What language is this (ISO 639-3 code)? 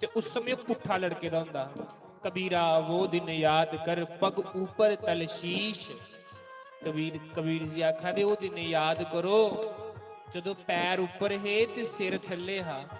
doi